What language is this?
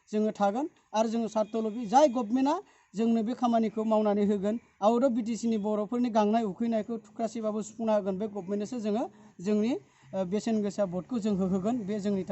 Bodo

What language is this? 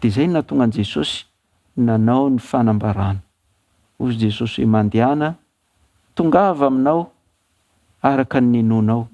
Malagasy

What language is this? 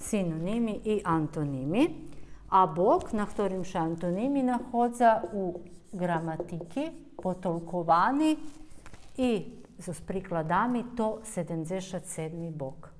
Rusyn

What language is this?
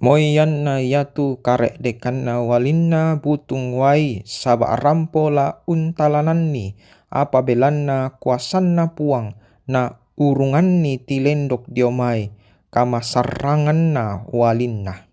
Toraja-Sa'dan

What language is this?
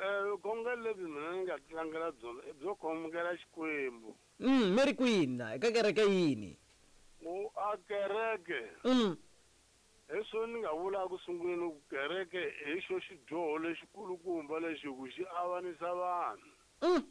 Tsonga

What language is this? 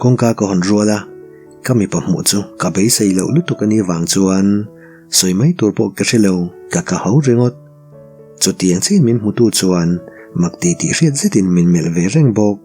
Mizo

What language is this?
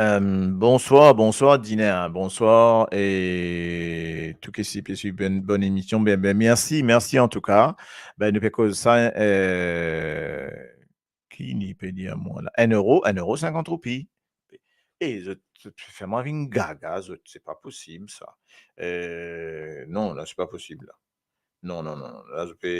Morisyen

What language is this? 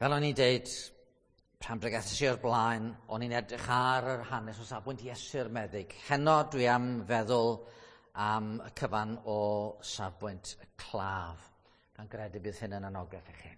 Welsh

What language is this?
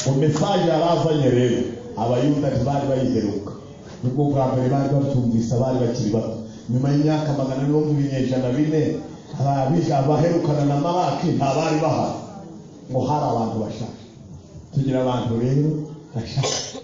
Kinyarwanda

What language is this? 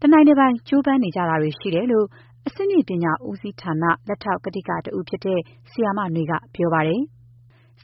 Burmese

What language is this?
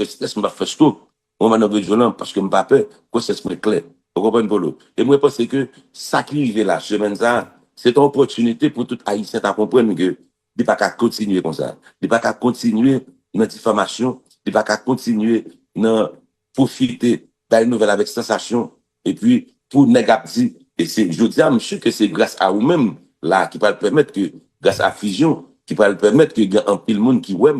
Haitian Creole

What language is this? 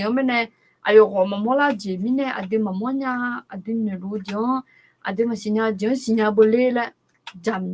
Akha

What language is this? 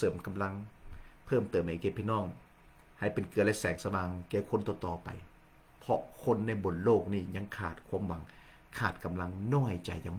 Lao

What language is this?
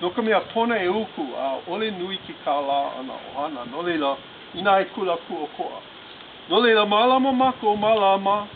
Hawaiian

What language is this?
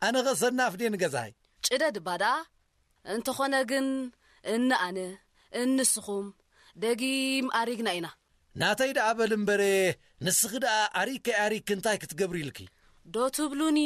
Tigrinya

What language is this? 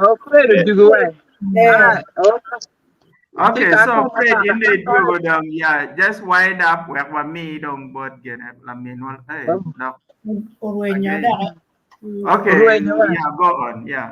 Acoli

